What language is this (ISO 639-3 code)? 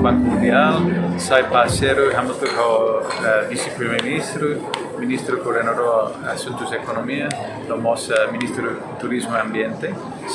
tet